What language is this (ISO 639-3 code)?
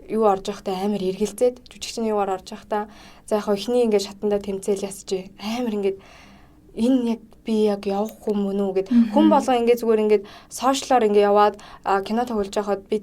mon